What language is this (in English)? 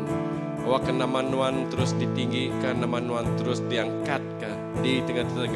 Iban